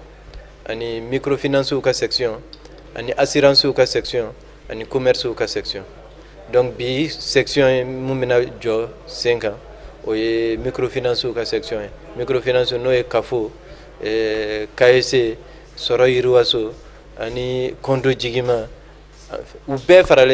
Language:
Bambara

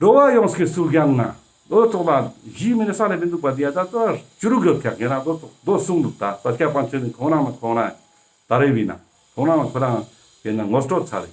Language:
Ladakhi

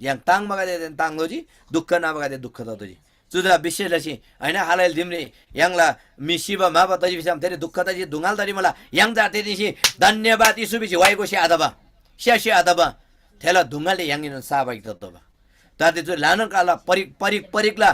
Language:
Eastern Tamang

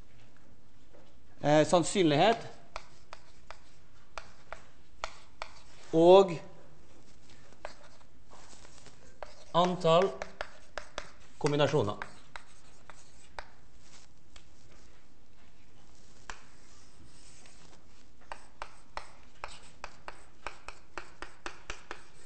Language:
Norwegian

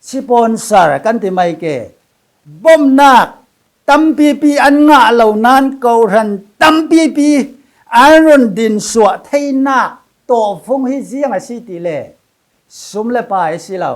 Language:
Falam Chin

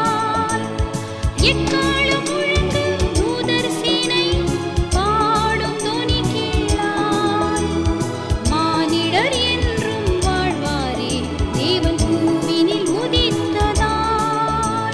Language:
Tamil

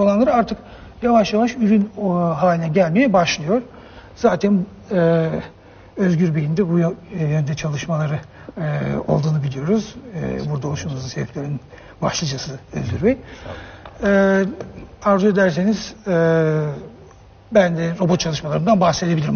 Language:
Turkish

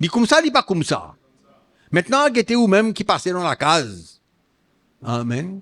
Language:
Morisyen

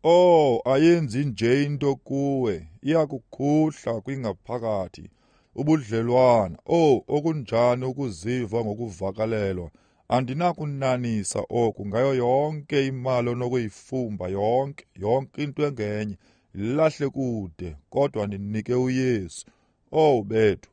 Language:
Xhosa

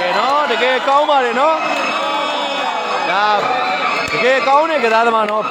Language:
Burmese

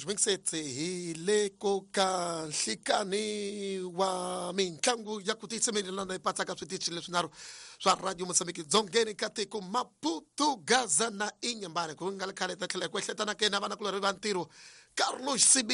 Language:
Tsonga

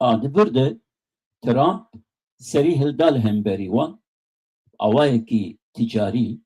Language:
Kurdish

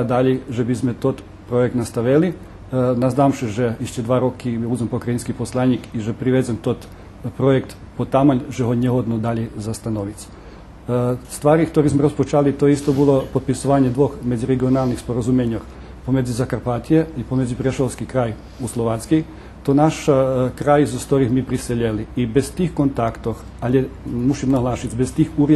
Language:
Rusyn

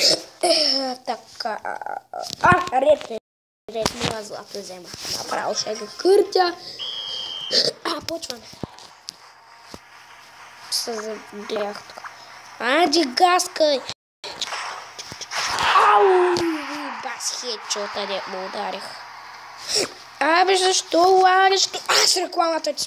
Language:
Bulgarian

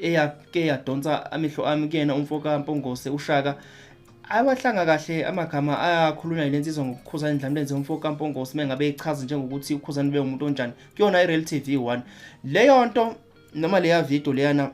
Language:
Zulu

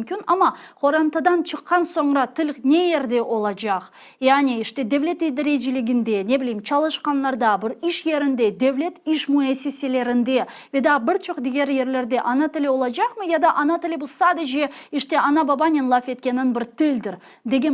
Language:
Crimean Tatar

